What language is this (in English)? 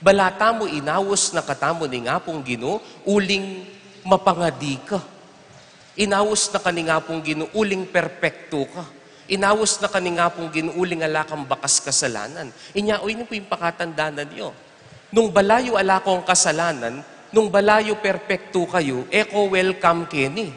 Pampanga